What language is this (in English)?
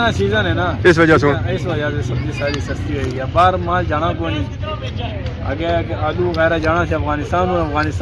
Pahari-Potwari